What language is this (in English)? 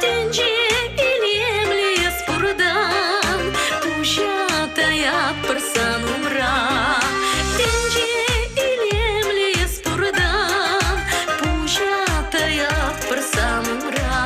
Chuvash